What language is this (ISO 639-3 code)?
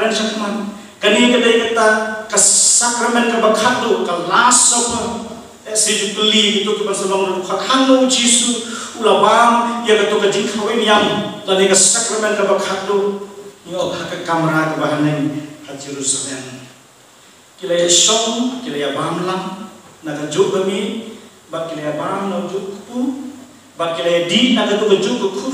kha